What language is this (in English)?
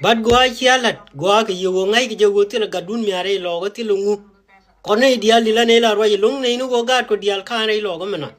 Nuer